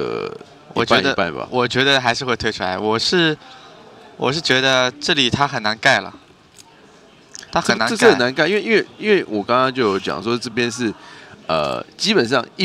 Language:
Chinese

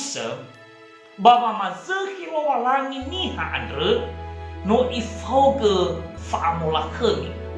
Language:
Nias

